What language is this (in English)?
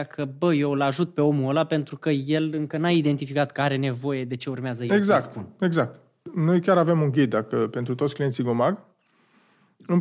Romanian